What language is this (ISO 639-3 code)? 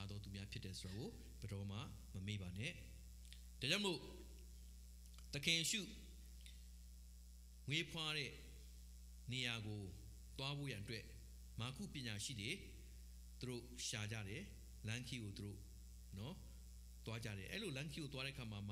mya